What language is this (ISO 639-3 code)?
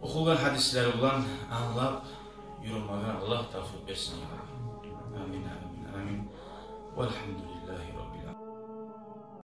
kum